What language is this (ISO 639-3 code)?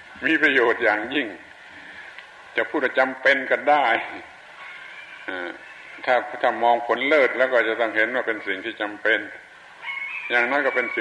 tha